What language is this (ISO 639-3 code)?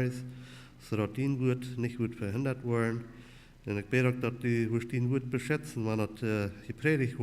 pdt